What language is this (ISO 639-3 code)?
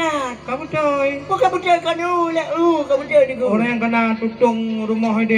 ace